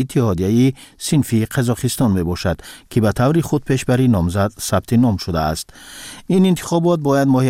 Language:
Persian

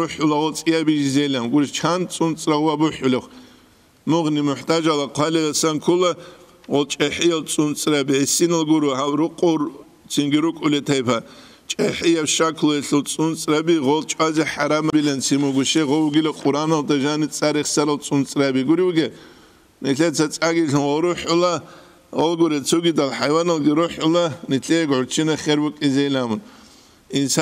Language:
Avaric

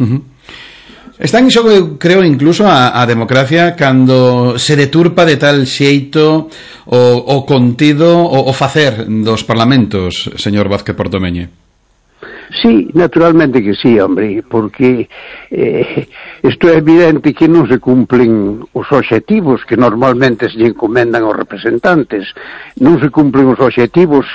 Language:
Galician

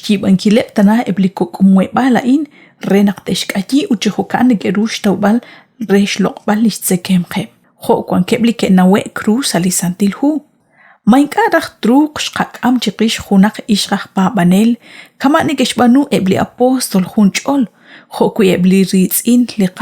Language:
Kekchí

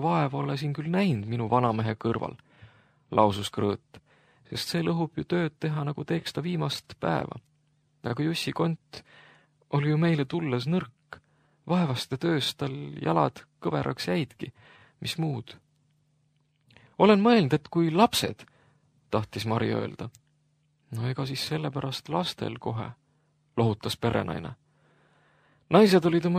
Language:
Estonian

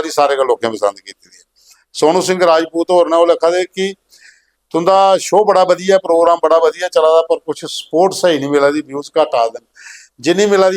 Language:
Dogri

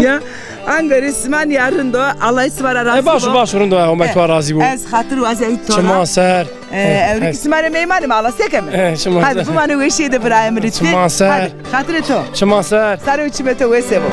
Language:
Zaza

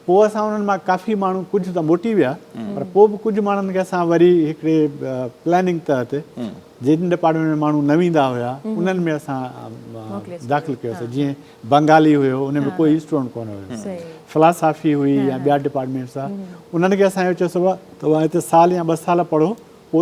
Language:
Sindhi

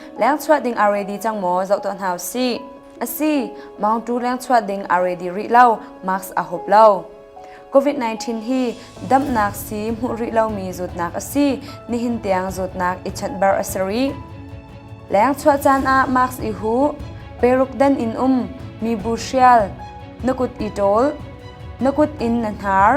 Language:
Hakha Chin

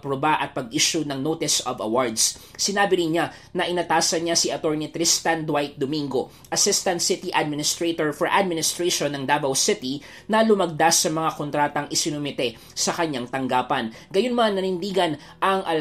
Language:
Filipino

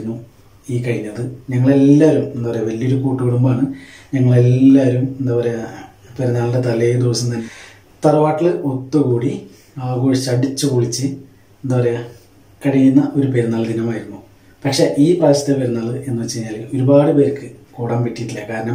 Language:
Malayalam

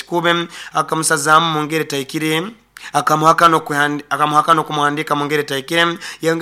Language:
Nyoro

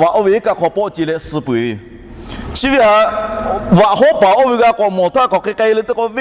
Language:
Lahu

